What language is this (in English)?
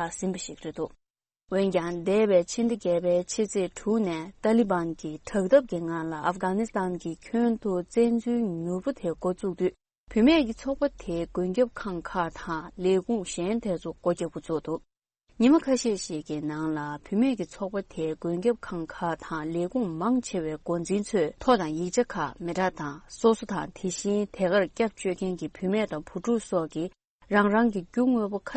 Tibetan